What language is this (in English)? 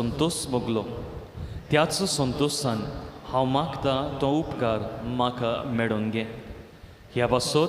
Konkani